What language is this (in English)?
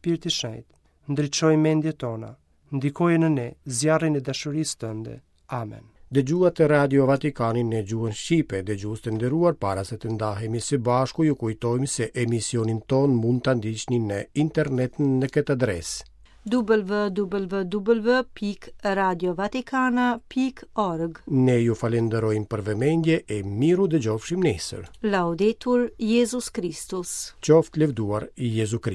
Albanian